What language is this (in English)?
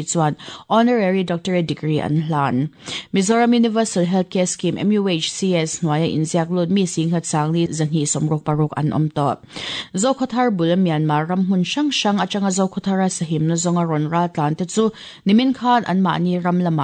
Mizo